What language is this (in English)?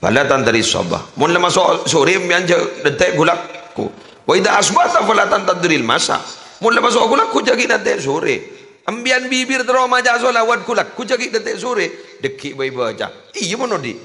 Madurese